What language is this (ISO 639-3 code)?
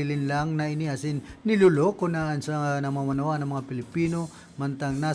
bik